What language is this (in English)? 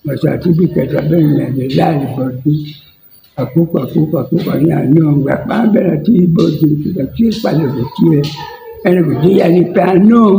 Acoli